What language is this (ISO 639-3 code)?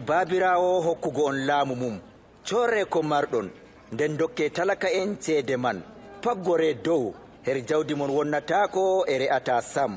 fub